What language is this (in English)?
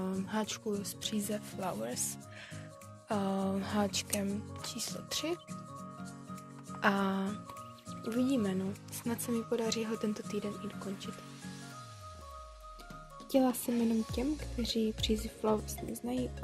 Czech